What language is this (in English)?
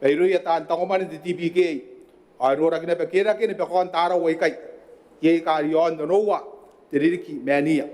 Gilbertese